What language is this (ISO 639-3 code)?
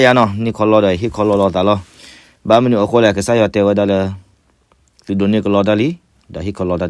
ksw